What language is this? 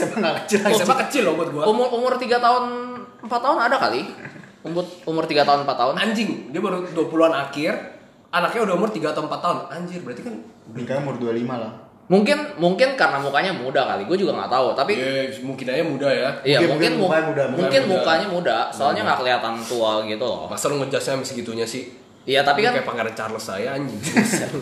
Indonesian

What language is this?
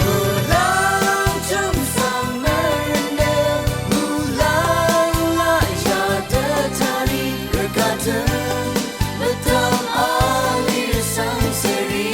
Rawang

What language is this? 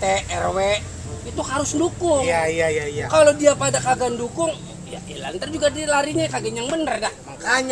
Betawi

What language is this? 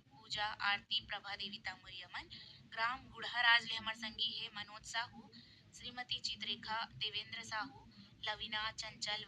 Chhattisgarhi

